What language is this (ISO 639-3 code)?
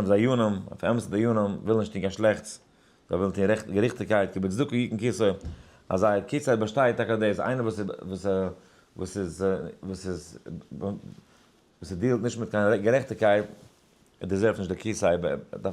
yid